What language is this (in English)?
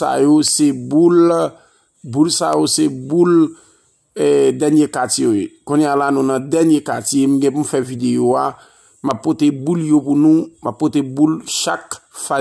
Haitian Creole